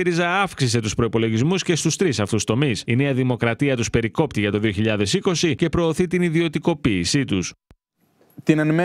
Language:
Greek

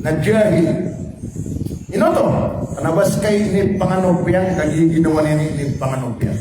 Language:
Maranao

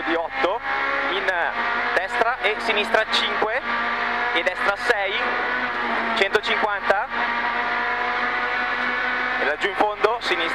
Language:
Italian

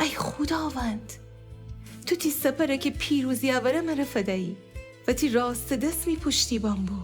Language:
Gilaki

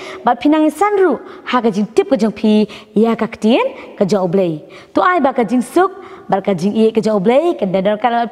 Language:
Khasi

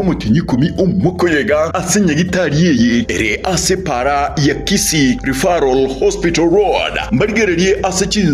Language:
Gusii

